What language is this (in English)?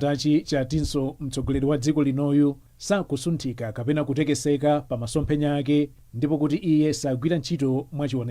Nyanja